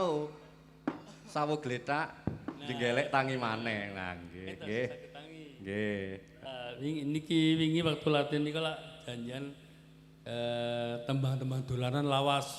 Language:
Javanese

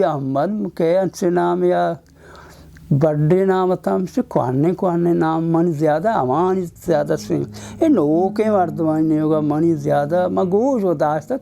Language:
Baluchi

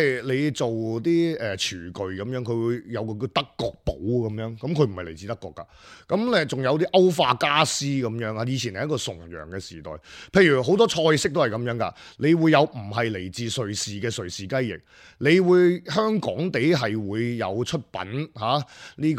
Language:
Cantonese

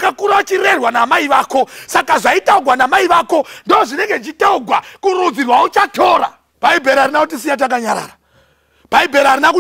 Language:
Shona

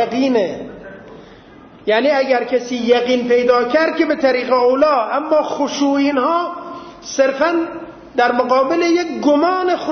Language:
Persian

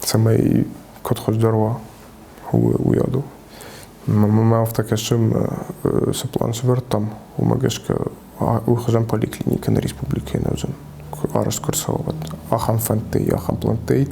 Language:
Ossetic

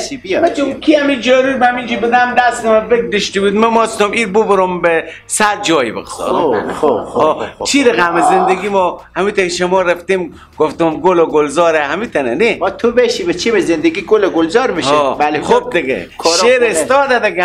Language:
Persian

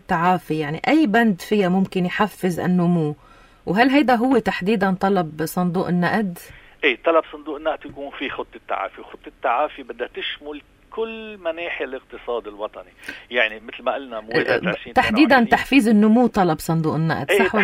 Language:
North Levantine Arabic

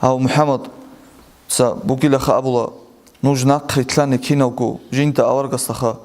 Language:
Avaric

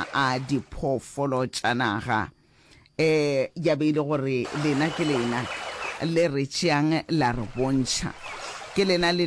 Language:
Northern Sotho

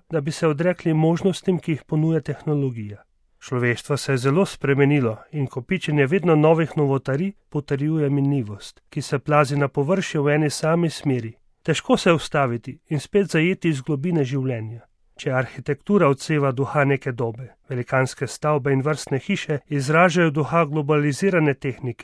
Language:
Slovenian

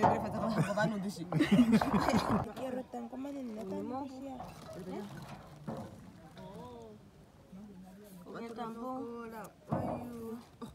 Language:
Swahili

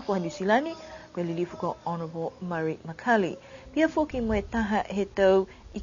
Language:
Niuean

